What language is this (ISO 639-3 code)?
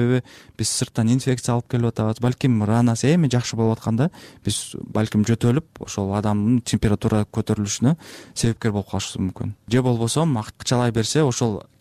kir